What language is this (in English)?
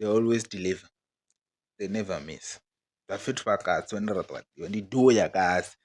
Venda